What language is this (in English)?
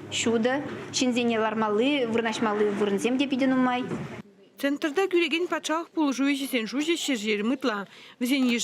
Chuvash